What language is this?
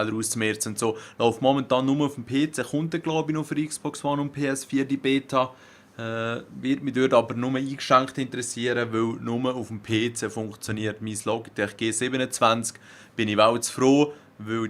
Swiss German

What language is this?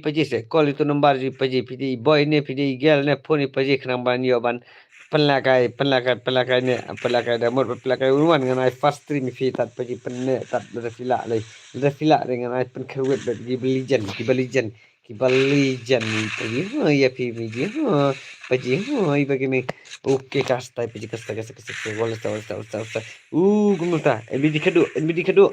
Khasi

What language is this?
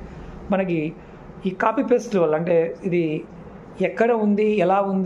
Telugu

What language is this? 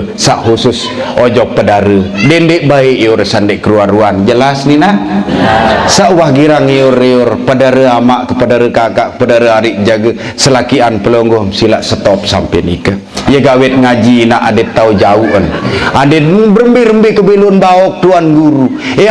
Sasak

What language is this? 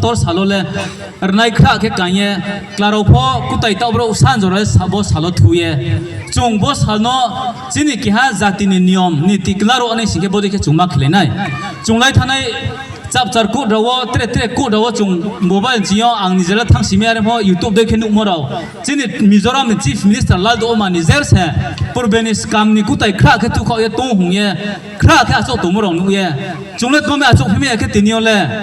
Riang (India)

